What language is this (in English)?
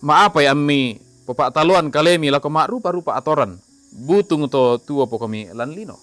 Toraja-Sa'dan